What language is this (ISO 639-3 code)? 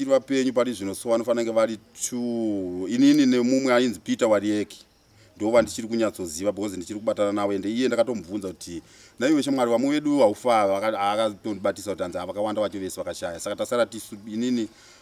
sna